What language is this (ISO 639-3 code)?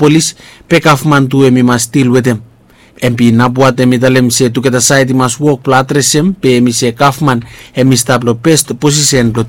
bis